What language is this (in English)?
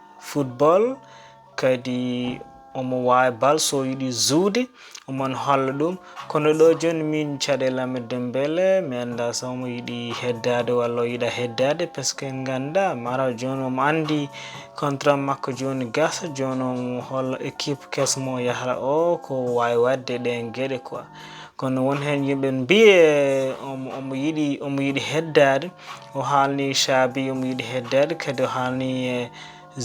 Fula